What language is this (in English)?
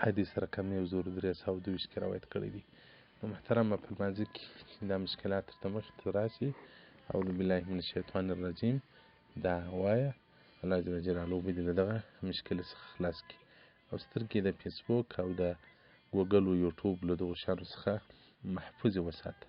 Pashto